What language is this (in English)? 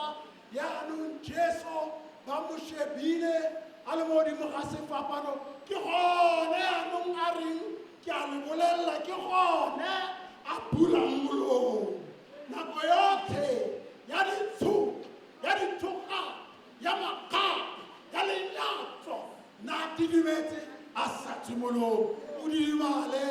Tswana